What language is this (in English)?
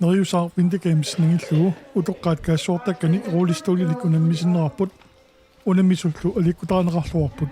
Kalaallisut